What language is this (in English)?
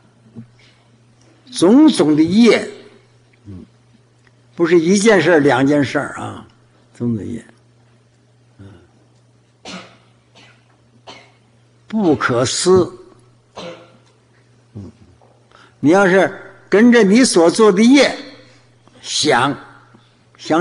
Chinese